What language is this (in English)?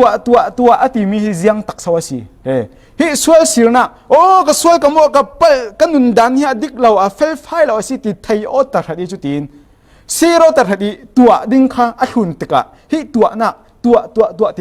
Falam Chin